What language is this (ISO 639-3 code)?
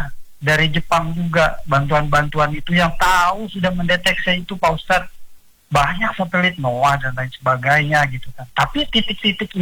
ind